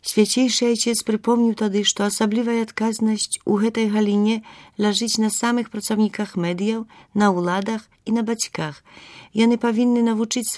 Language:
Belarusian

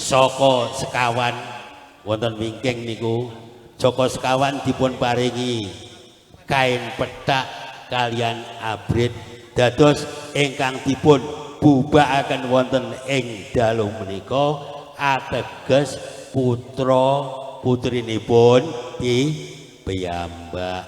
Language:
Javanese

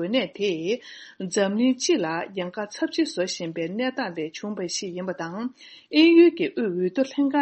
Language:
Tibetan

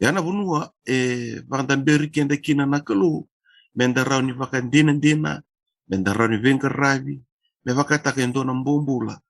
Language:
Fijian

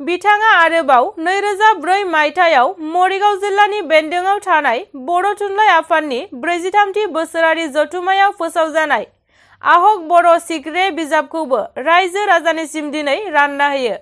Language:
Bodo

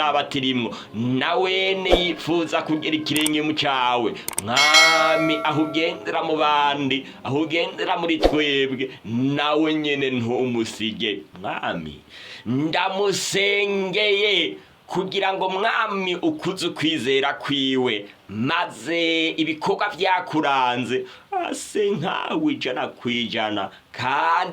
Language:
Rundi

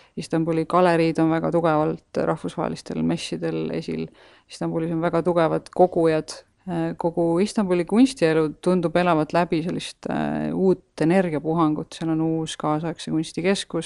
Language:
Estonian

